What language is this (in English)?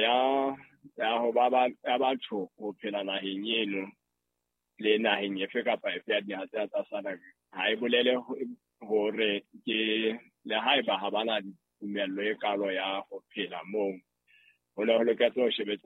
Southern Sotho